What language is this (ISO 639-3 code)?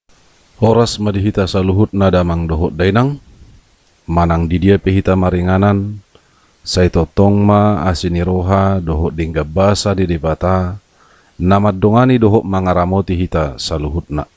bbc